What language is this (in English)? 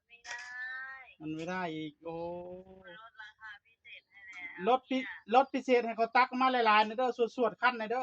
Northeastern Thai